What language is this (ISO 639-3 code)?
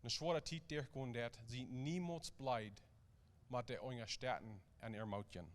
pdt